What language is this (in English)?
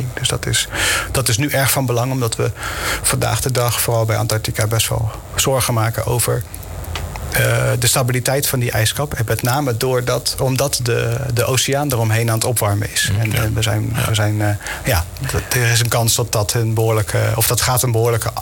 Dutch